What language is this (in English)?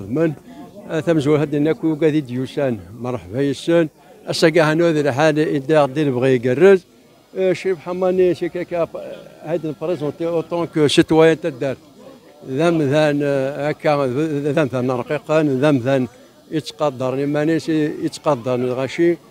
Kabyle